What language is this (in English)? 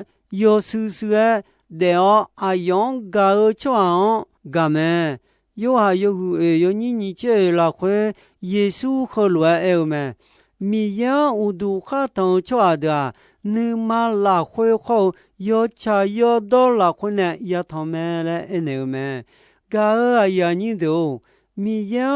Akha